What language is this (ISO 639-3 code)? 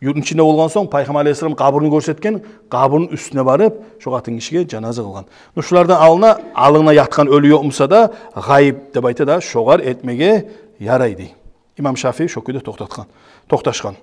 kum